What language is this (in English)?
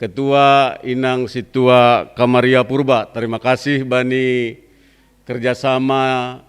Batak Simalungun